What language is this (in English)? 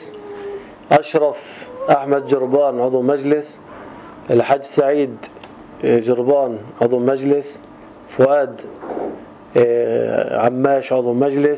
North Levantine Arabic